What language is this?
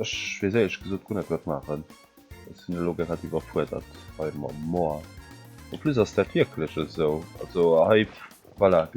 Luxembourgish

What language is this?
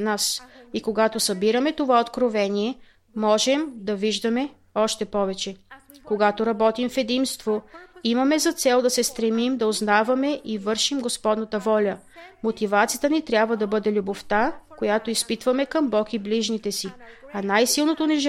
Bulgarian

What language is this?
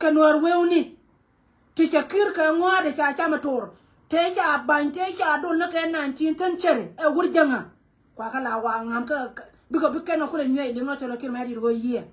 Nuer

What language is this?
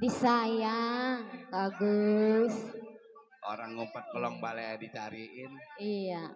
Betawi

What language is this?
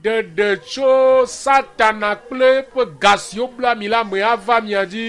Ewe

